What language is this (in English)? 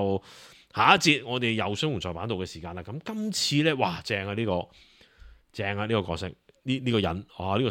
Cantonese